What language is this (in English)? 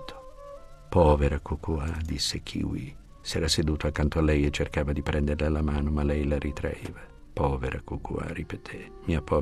Italian